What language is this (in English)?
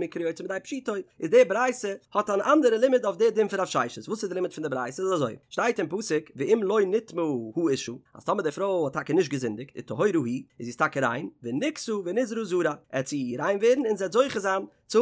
Yiddish